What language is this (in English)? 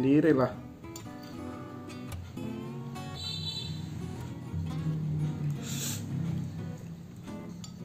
Indonesian